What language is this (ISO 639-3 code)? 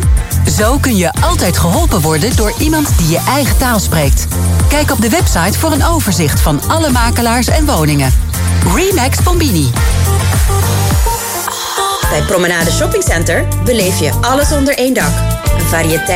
nld